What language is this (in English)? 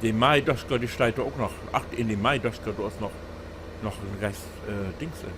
Low German